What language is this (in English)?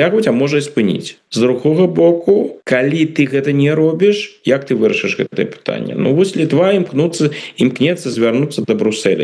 Belarusian